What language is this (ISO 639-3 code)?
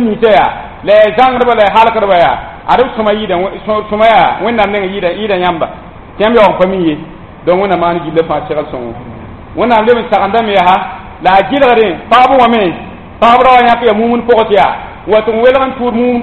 mos